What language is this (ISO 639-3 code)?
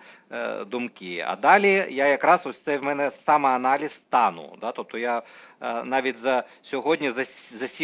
ukr